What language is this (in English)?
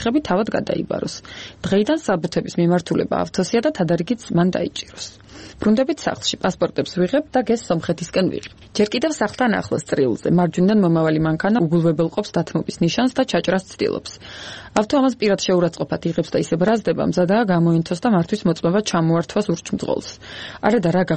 Georgian